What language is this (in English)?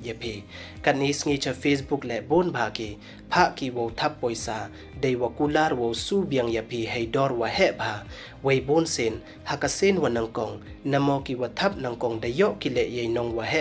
Pnar